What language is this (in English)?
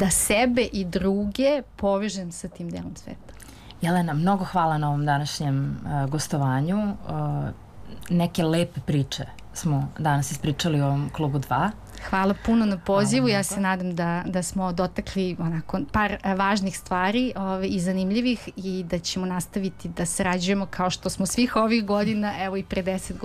Serbian